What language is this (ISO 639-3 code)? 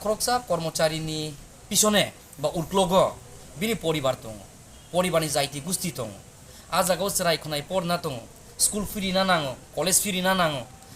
trp